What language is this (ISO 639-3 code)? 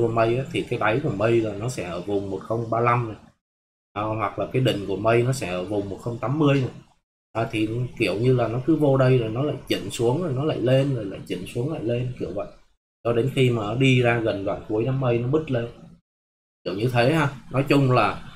vie